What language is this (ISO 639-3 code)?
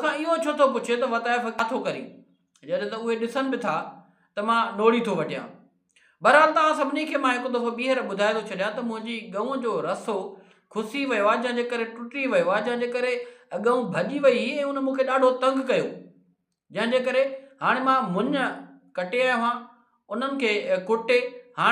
snd